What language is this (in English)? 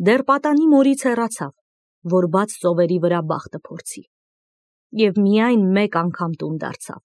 Armenian